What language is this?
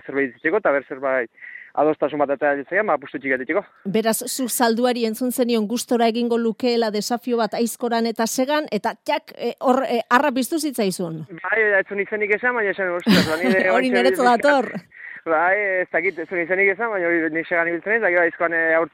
Basque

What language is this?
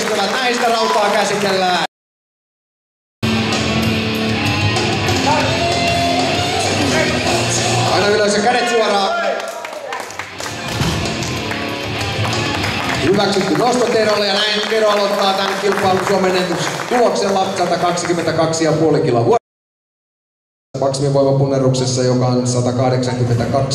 Finnish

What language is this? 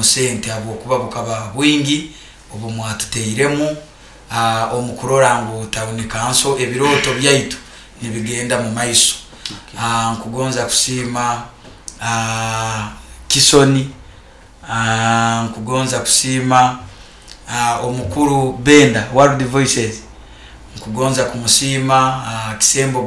Nyoro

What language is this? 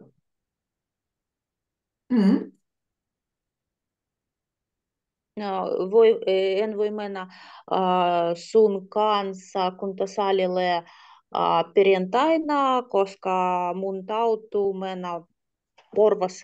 Finnish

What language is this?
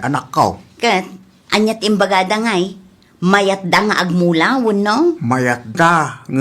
Iloko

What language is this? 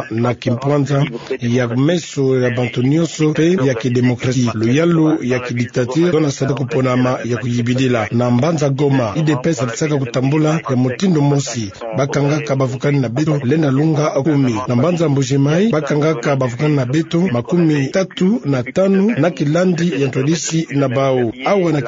Kituba (Democratic Republic of Congo)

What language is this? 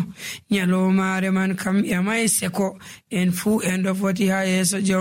Nigerian Fulfulde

